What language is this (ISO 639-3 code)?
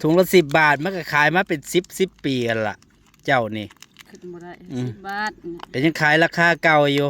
tts